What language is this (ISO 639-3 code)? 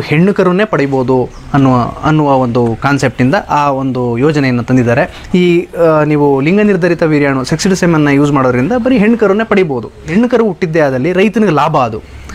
kan